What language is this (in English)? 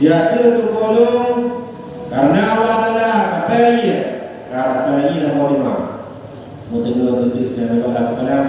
Achinese